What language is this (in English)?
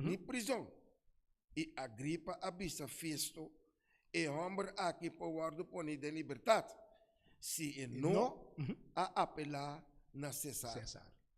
Papiamento